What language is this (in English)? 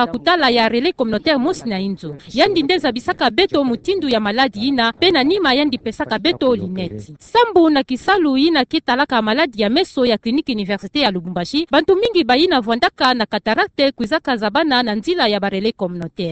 Kituba (Democratic Republic of Congo)